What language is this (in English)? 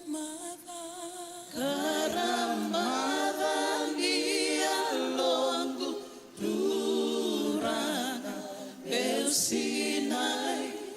Fijian